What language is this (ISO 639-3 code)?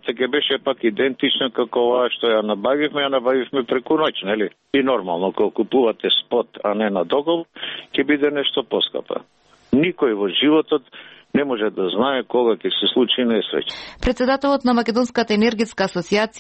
mkd